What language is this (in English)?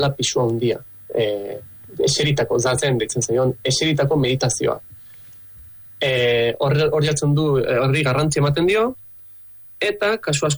Basque